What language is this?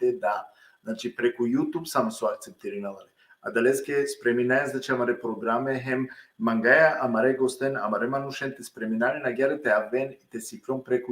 Balkan Romani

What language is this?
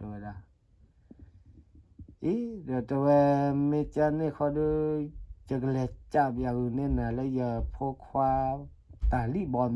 S'gaw Karen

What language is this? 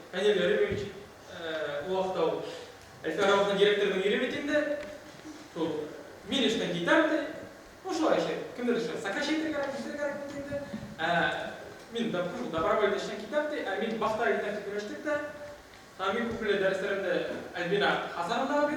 Bashkir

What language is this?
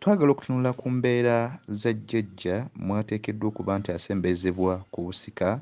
Ganda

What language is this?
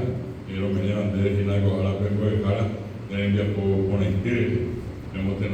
Guarani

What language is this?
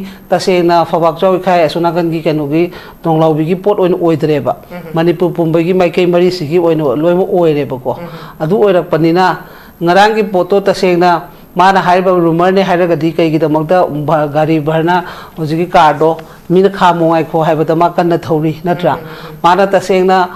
Manipuri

